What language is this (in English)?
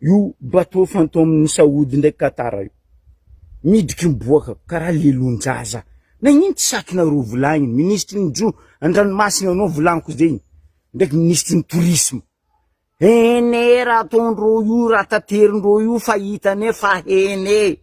Malagasy